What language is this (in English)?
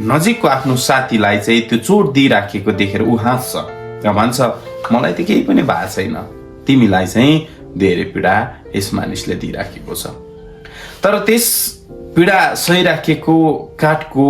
Nepali